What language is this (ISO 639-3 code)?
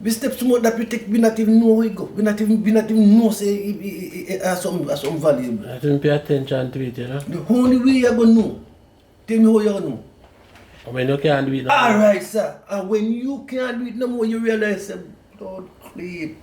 jam